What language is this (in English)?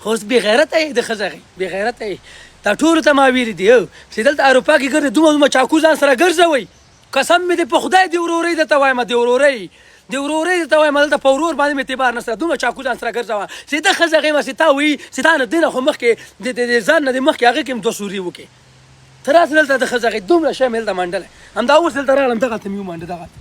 Pashto